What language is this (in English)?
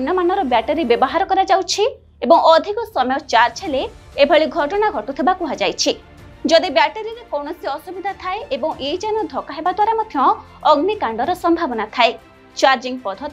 Odia